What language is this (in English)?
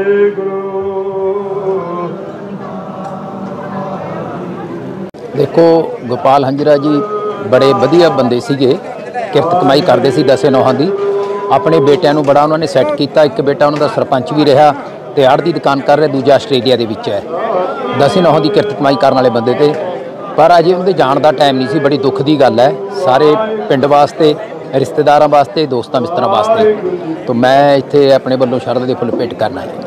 Punjabi